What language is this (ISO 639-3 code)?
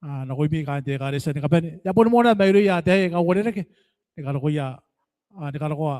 gil